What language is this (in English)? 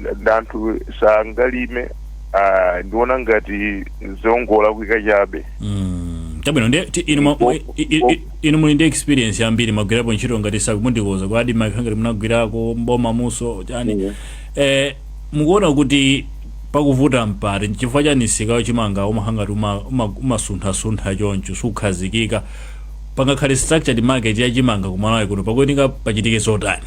Nyanja